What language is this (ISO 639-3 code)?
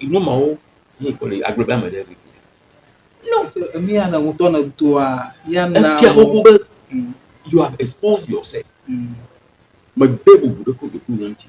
ewe